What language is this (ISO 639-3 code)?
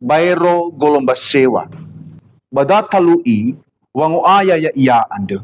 nia